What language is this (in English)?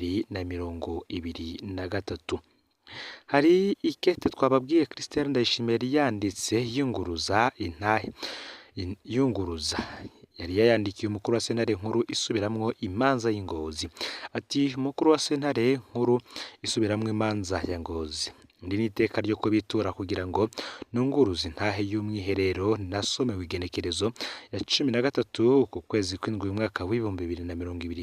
Rundi